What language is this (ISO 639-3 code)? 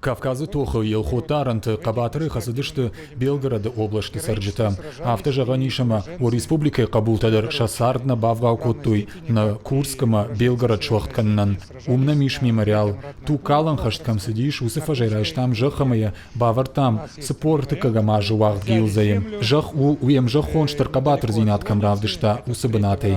oss